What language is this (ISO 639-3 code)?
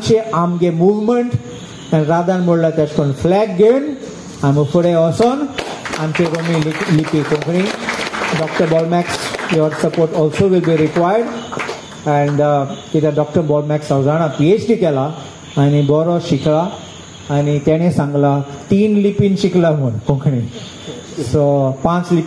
kok